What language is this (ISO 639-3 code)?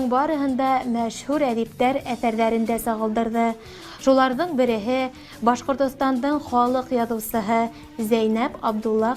bak